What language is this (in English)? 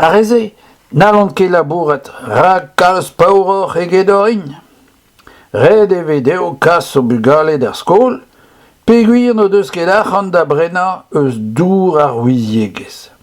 Breton